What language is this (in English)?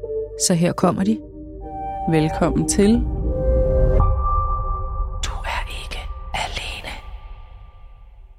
Danish